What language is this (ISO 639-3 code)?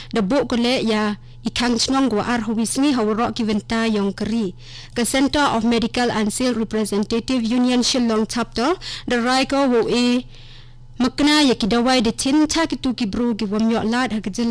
kha